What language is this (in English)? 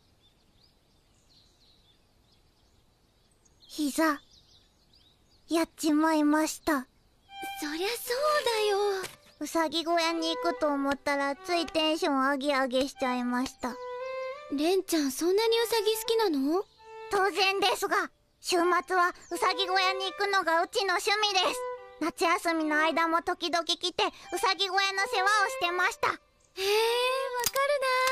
Japanese